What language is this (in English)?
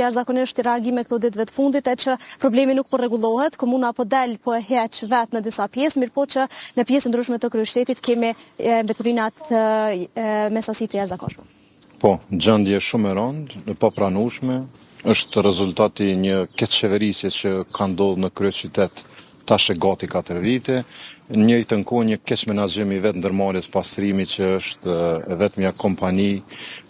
Albanian